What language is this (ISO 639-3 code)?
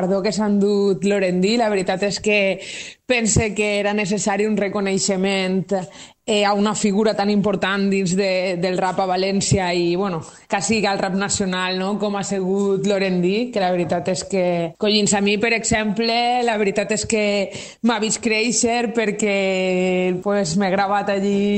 cat